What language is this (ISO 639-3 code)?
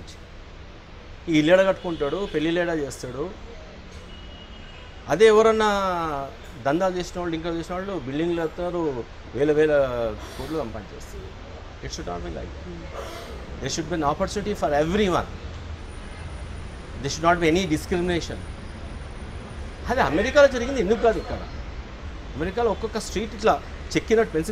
tel